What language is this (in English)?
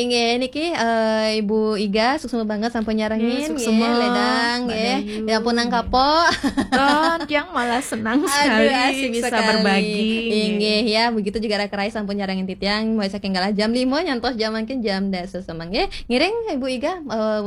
Balinese